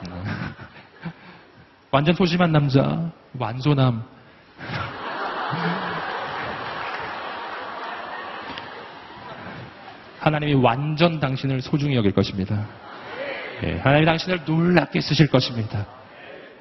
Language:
Korean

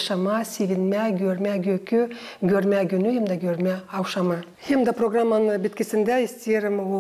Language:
Gagauz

